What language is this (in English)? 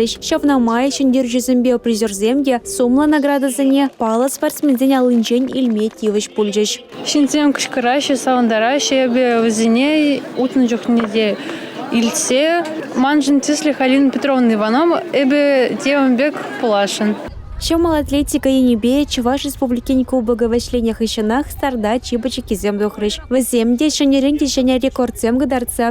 Chuvash